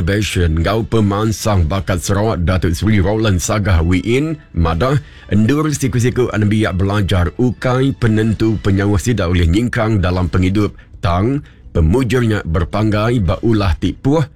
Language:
Iban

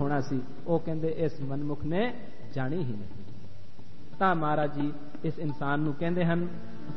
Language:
Punjabi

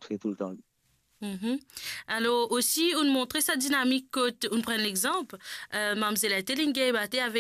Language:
Morisyen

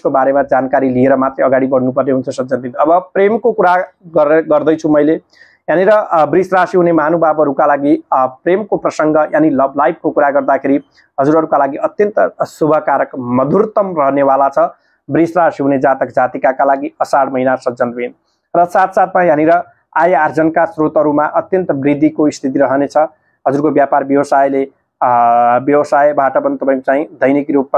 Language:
Nepali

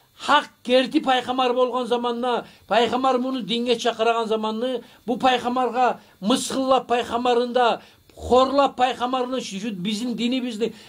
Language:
Kumyk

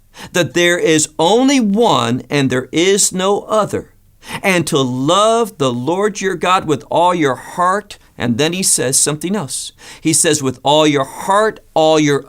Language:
English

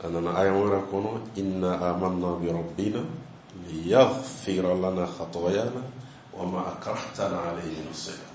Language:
Bambara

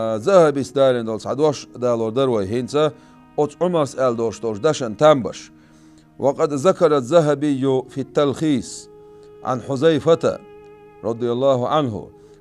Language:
Chechen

